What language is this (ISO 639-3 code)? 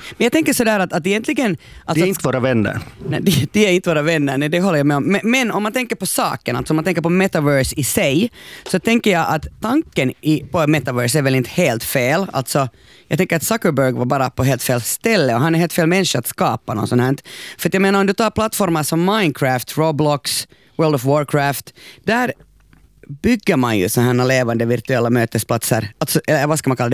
swe